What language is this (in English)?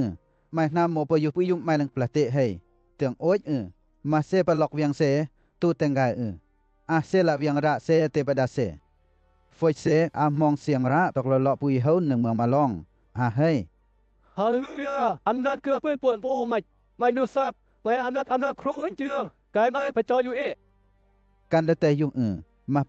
Western Lawa